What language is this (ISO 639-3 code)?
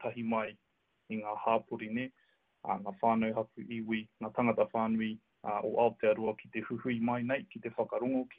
mri